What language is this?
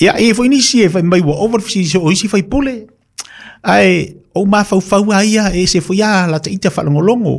Samoan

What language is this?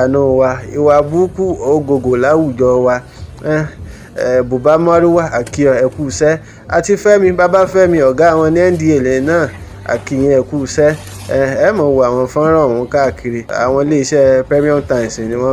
Yoruba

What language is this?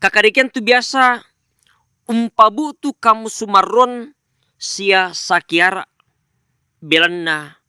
Toraja-Sa'dan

